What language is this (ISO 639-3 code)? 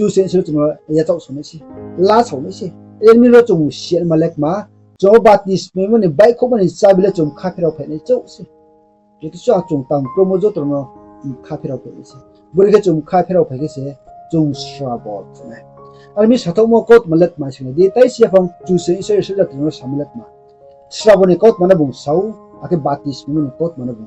ria